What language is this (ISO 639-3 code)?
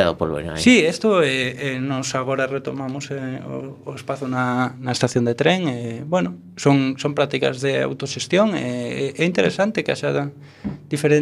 glg